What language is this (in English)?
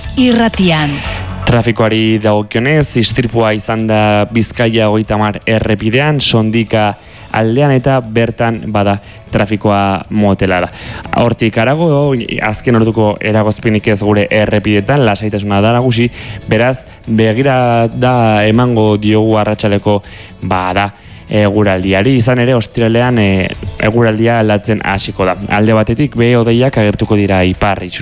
Basque